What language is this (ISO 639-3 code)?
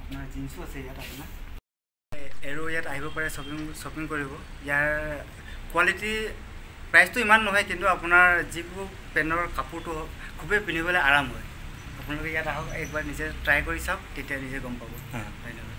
asm